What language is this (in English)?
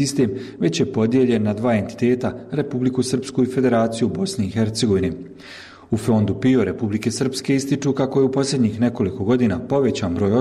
Bosnian